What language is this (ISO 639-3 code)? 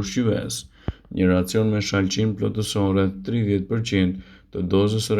sqi